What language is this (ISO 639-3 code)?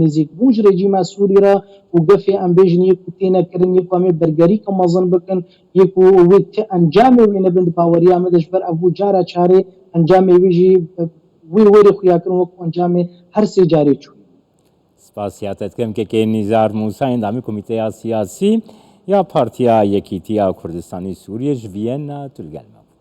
kur